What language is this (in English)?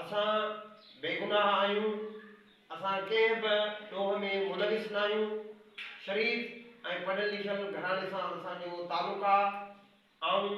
Sindhi